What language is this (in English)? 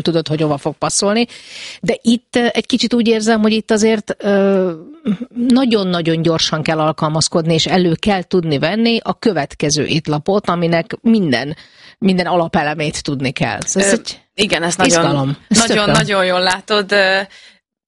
Hungarian